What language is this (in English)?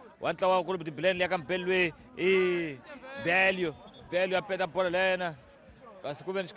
Tsonga